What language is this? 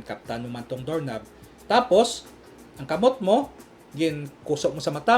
Hiligaynon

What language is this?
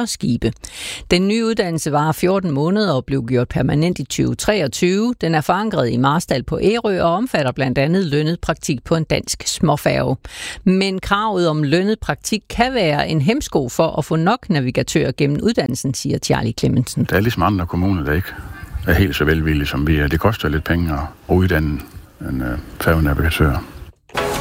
Danish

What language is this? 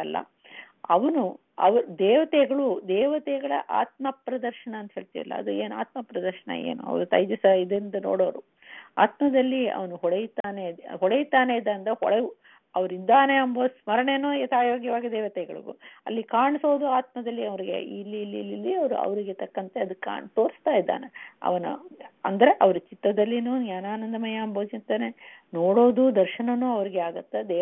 Kannada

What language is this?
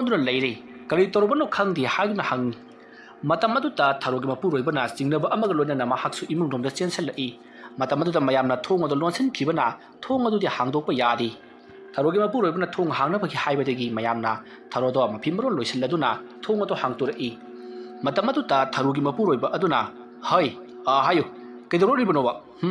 Manipuri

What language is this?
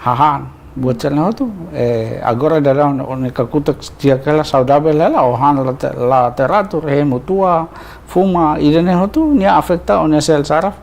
Tetum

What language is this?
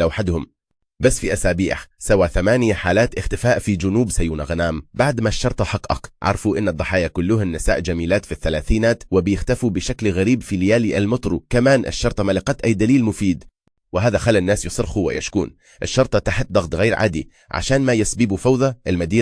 Egyptian Arabic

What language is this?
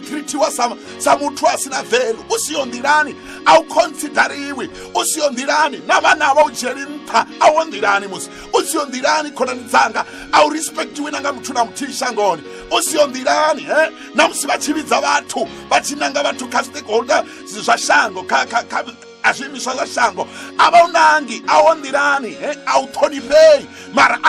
Venda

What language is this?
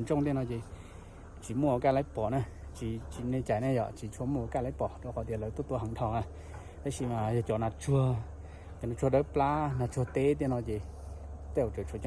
Hmong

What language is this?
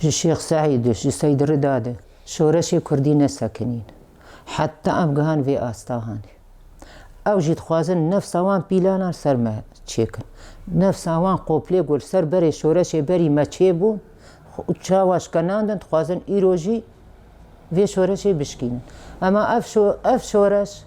Kurdish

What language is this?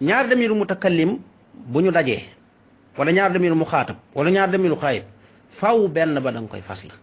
Wolof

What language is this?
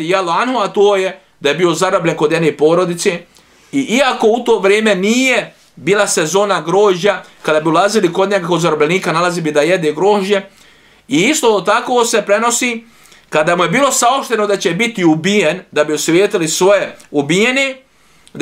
Bosnian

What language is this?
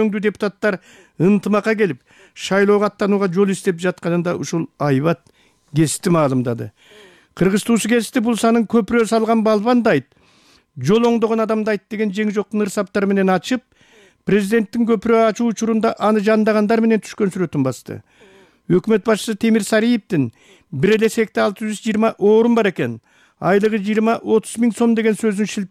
Kyrgyz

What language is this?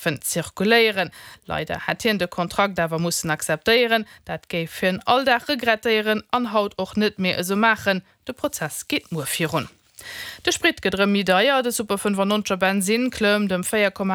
Luxembourgish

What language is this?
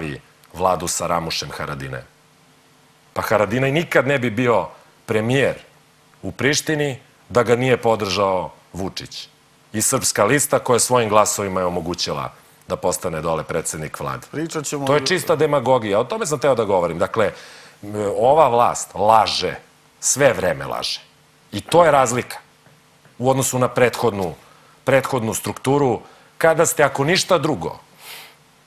Serbian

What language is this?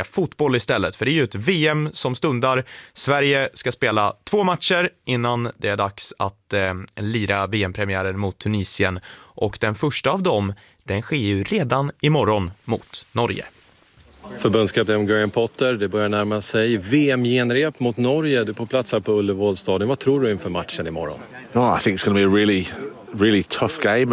Swedish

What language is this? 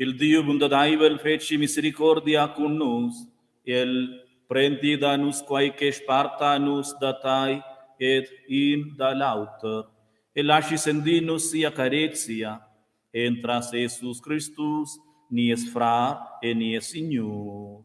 Romansh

